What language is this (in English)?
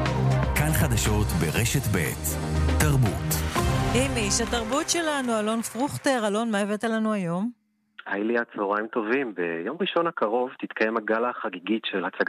Hebrew